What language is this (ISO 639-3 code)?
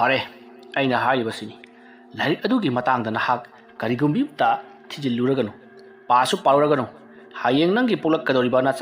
mni